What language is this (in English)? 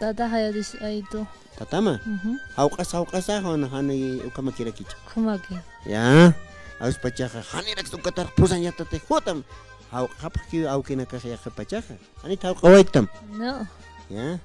Aymara